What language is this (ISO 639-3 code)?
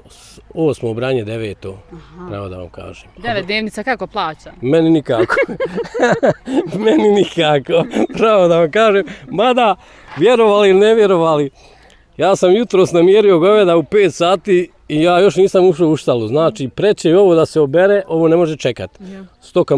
bos